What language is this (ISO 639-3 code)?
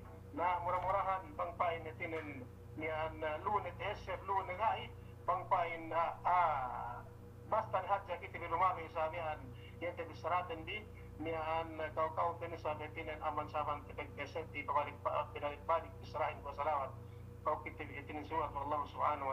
yka